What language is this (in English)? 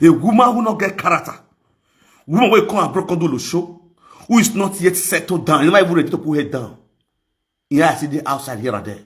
Nigerian Pidgin